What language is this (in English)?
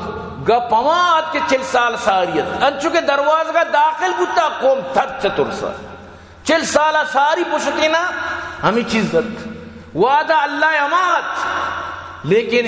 Baluchi